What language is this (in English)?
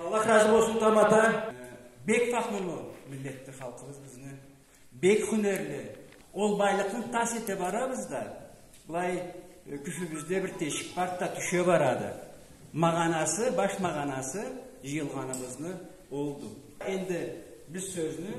Karachay-Balkar